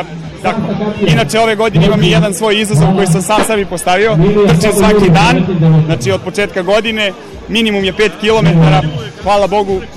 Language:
Serbian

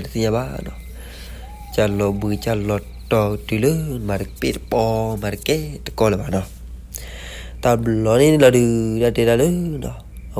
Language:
S'gaw Karen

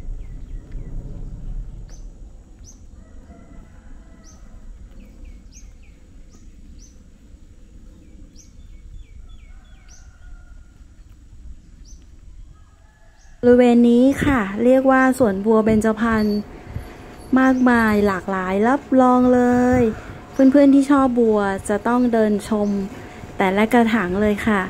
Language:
Thai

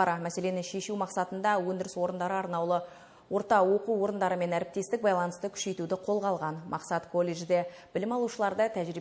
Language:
Kazakh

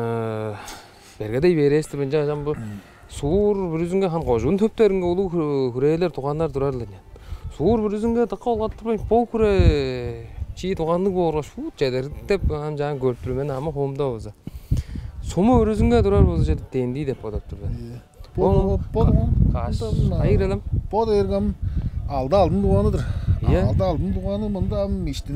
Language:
Tuvinian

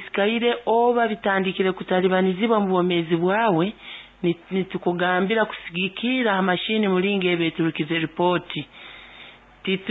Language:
Nyankole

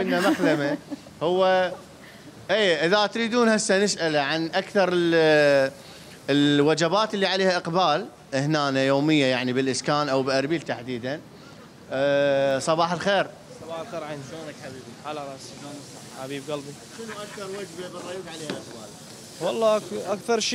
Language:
Mesopotamian Arabic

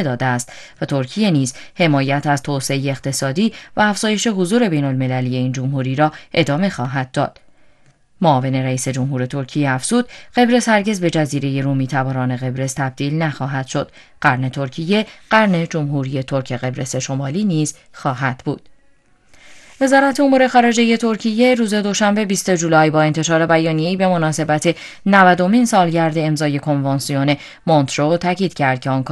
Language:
Persian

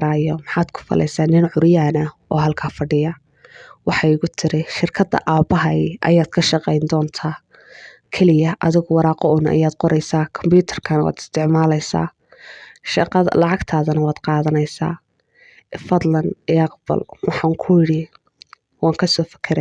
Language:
Somali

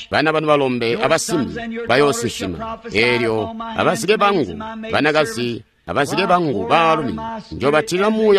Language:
Tonga (Zambia)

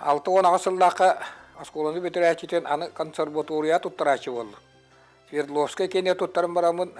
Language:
Yakut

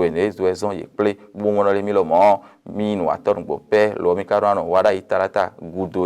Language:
Fon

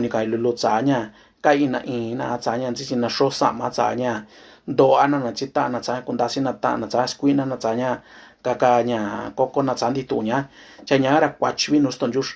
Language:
Mixtepec Mixtec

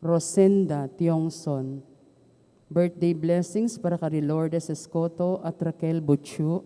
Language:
Pampanga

